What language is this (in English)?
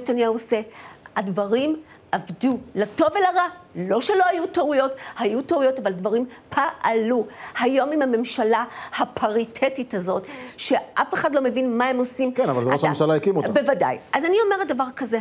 Hebrew